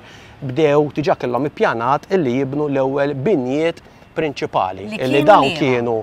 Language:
Maltese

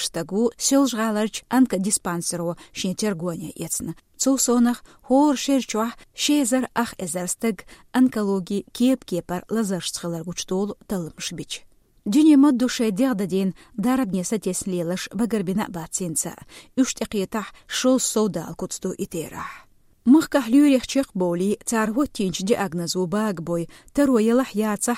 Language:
Chechen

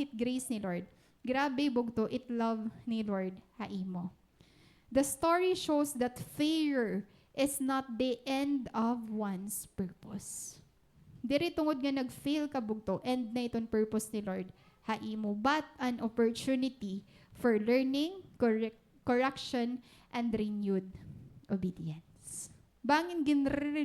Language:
Waray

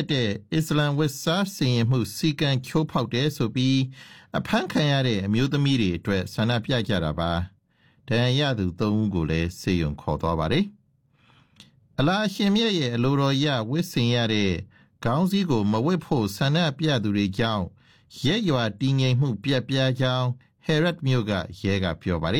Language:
Burmese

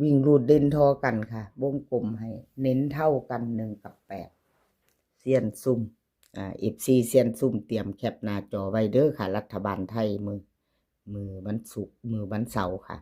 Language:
Northeastern Thai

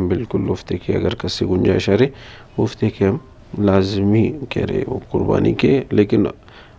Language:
Brahui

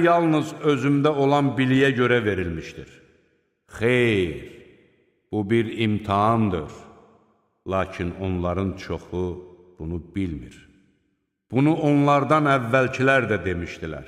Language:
Azerbaijani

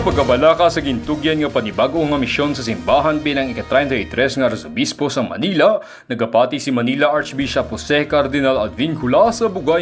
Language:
Hiligaynon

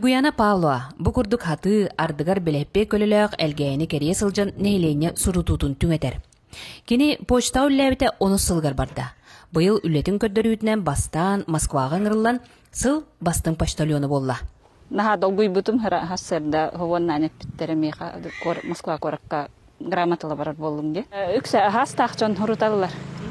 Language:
Yakut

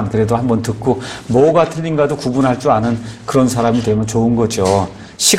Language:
Korean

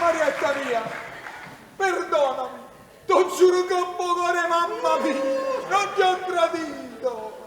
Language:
Neapolitan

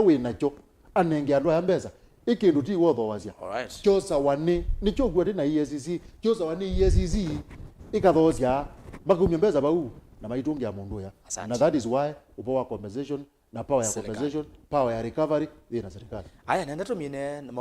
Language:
Kamba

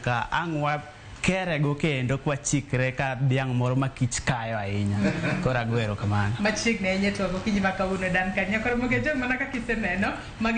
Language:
Luo (Kenya and Tanzania)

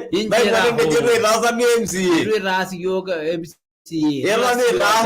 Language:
Masai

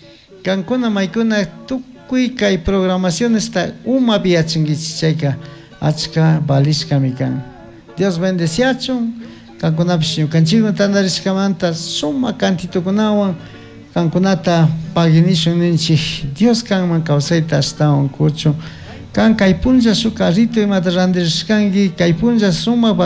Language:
Chimborazo Highland Quichua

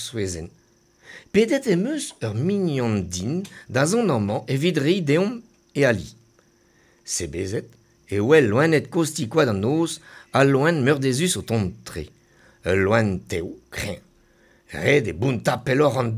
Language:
Breton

